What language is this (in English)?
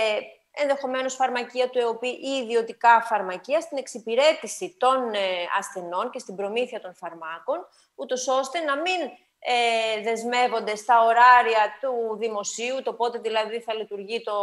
Greek